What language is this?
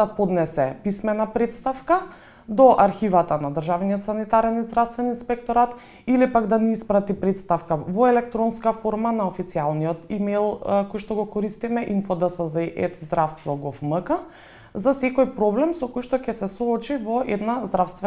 Macedonian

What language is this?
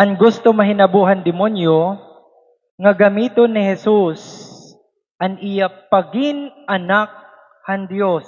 Waray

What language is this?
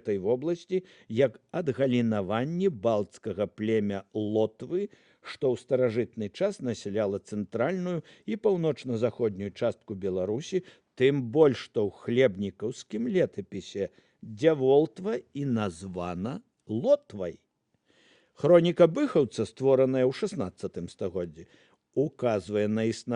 Belarusian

